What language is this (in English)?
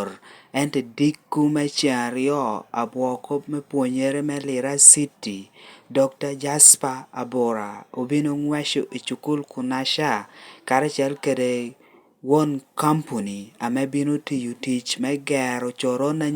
Lango (Uganda)